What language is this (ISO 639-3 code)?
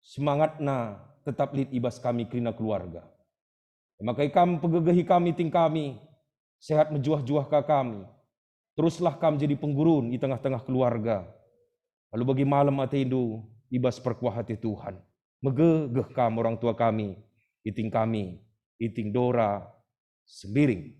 btx